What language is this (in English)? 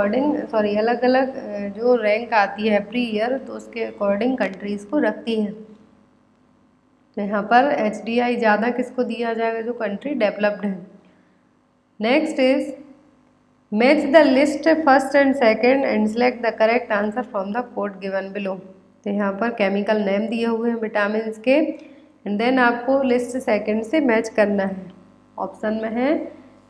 Hindi